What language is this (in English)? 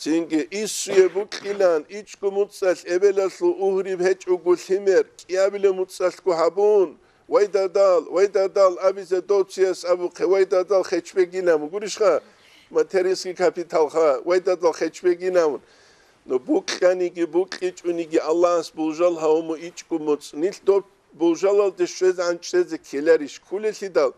Avaric